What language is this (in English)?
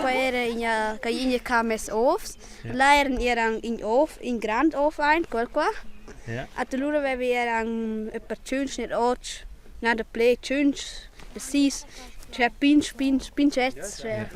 Romansh